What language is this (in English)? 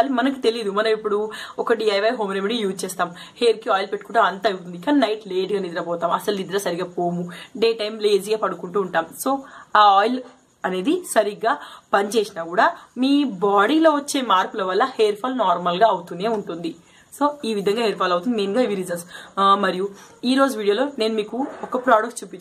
Telugu